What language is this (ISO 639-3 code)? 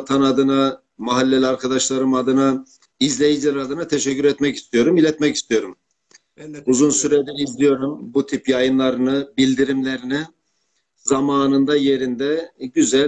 tur